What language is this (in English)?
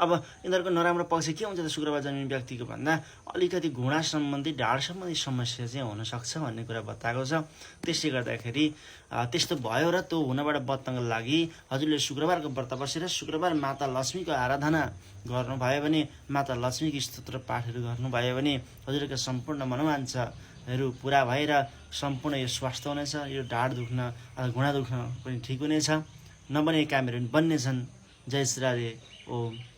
Nepali